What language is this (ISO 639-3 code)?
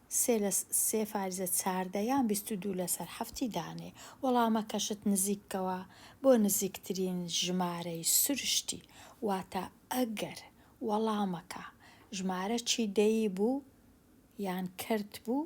ckb